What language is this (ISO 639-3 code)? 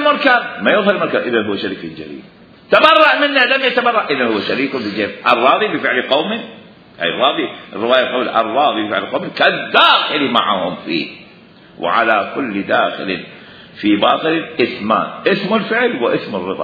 acm